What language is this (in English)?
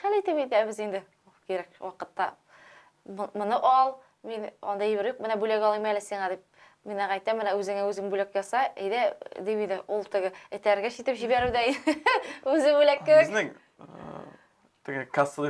Tatar